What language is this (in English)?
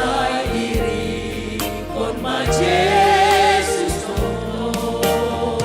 Batak Simalungun